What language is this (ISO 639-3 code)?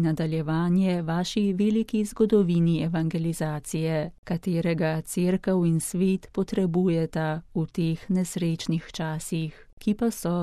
slv